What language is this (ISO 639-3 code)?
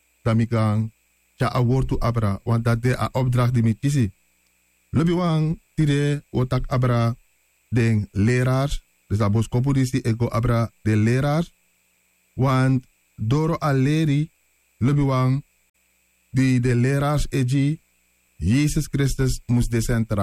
srn